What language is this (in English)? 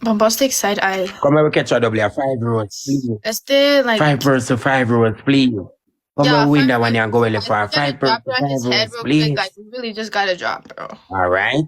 Jamaican Creole English